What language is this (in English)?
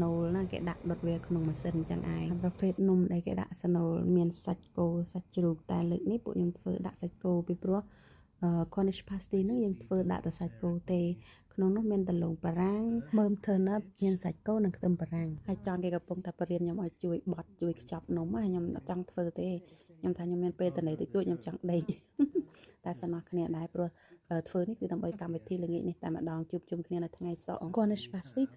Khmer